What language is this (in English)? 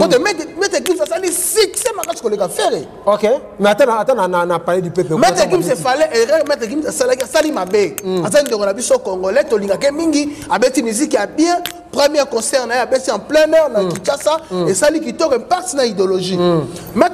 Lingala